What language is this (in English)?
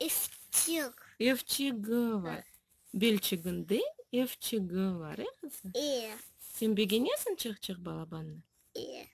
Crimean Tatar